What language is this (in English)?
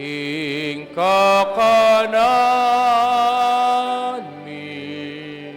Pampanga